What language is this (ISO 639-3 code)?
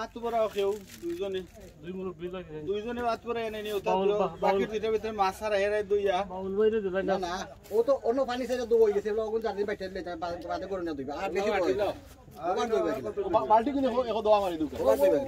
syl